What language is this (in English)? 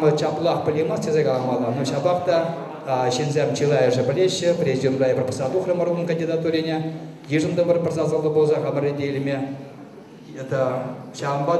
Chuvash